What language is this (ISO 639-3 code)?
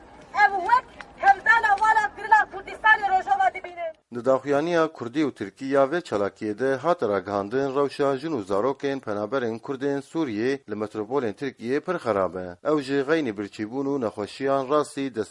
kur